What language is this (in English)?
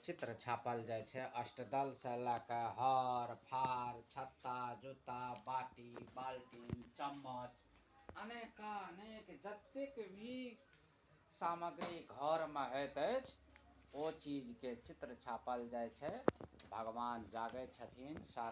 Maithili